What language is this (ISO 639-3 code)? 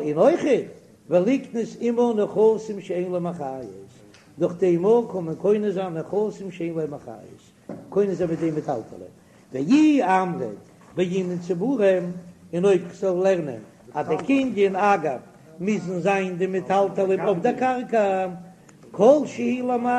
yid